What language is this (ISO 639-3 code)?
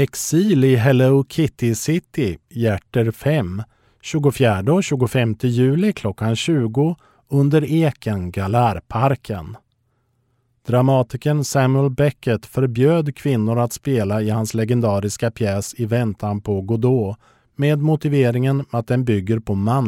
swe